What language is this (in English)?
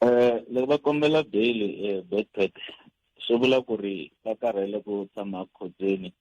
Tsonga